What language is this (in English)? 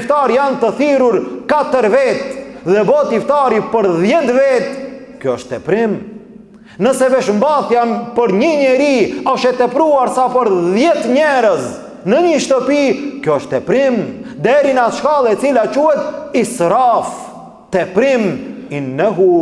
Albanian